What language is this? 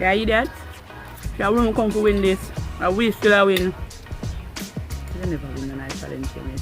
Jamaican Creole English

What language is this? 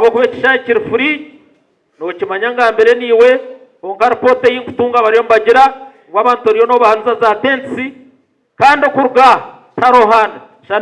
Nyankole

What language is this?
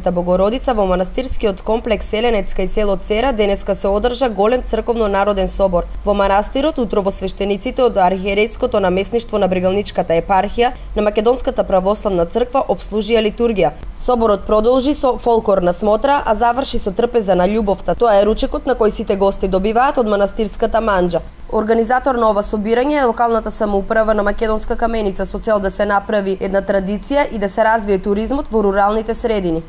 Macedonian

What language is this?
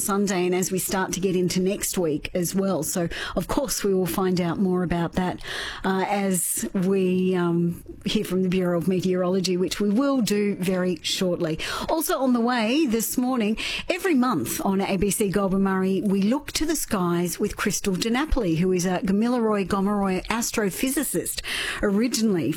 English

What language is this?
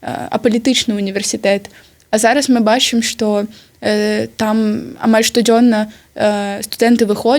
Belarusian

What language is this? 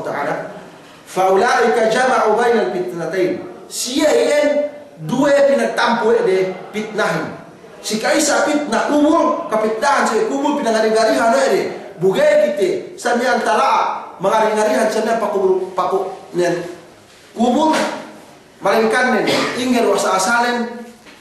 Yakan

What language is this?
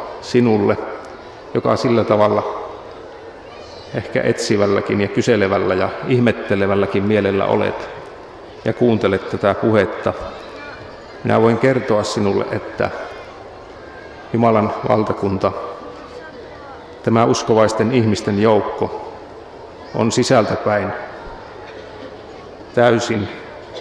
Finnish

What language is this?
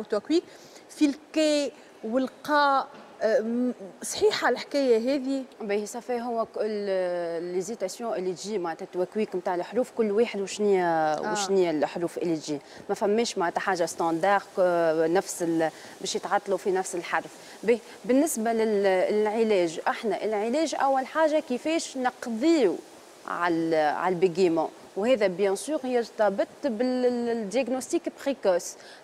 Tunisian Arabic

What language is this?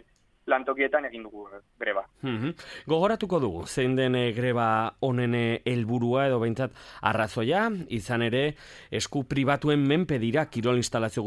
Basque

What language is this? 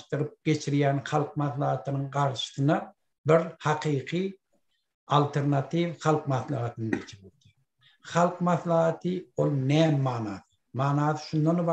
Turkmen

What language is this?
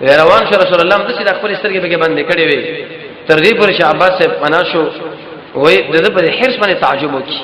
Pashto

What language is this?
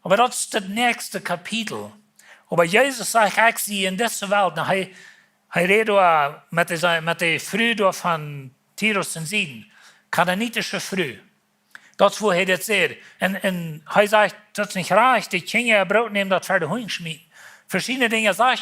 Plautdietsch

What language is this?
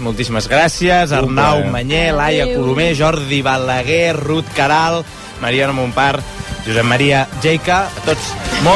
Catalan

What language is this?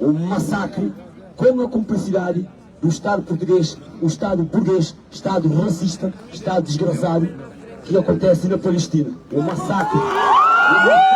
Kabuverdianu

